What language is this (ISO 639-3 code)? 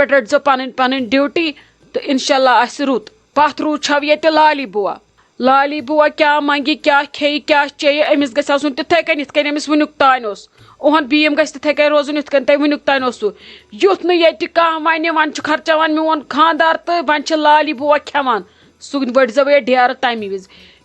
kas